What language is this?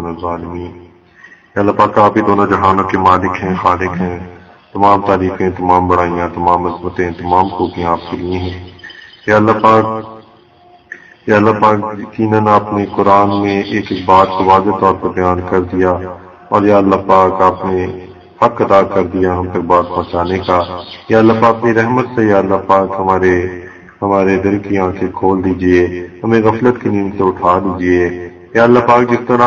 Urdu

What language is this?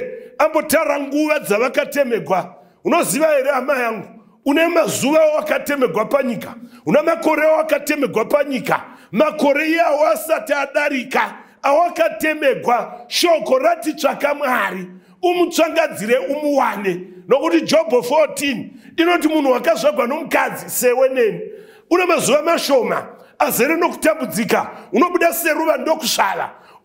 Shona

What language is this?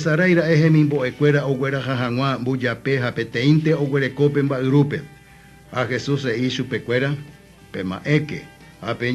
Guarani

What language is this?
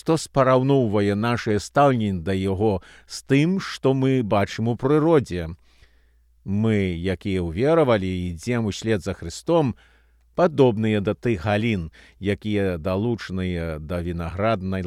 Belarusian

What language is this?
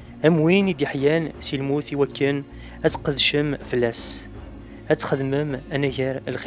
Kabyle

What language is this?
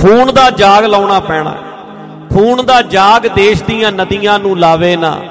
Punjabi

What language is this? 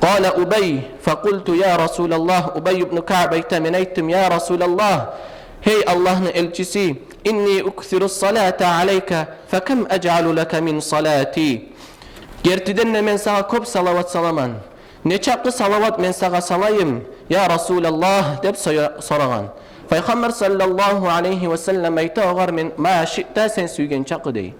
Kumyk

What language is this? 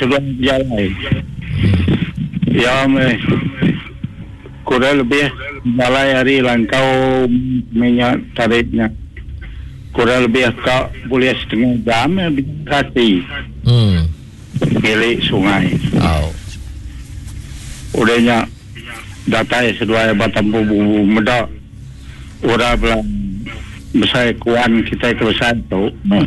Iban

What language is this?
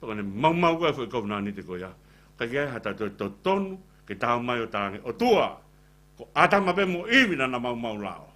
Tongan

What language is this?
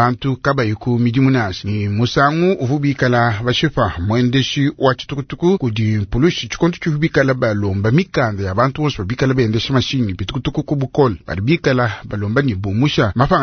Luba-Lulua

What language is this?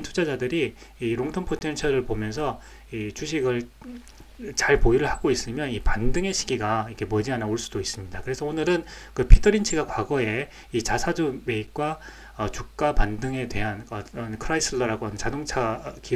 Korean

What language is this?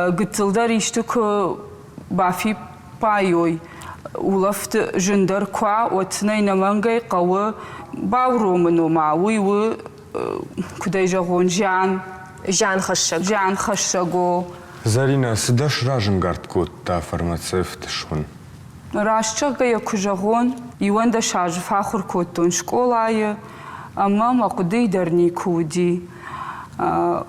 Ossetic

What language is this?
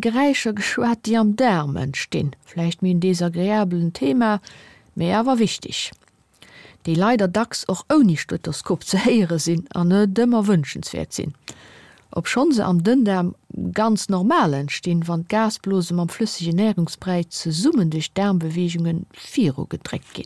Luxembourgish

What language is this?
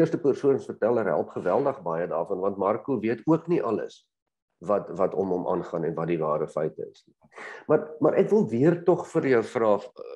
Afrikaans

